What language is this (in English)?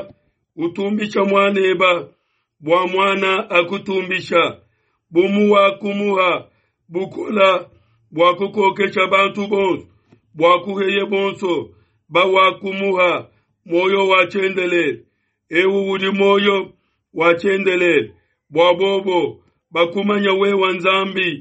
Luba-Lulua